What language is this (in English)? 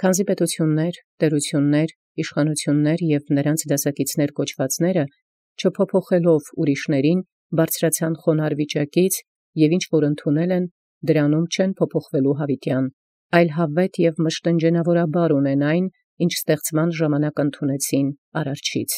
Armenian